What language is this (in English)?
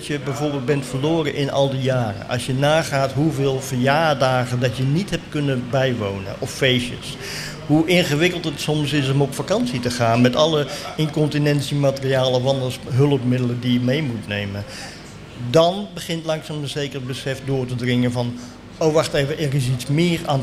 Dutch